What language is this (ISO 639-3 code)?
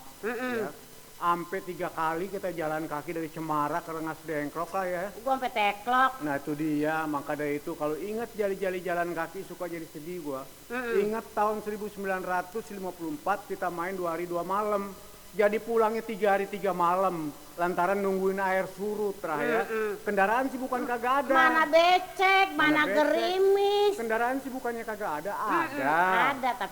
bew